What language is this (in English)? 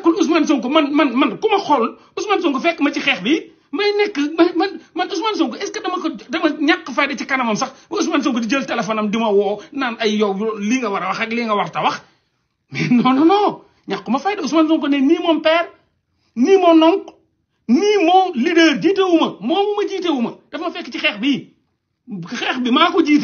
Wolof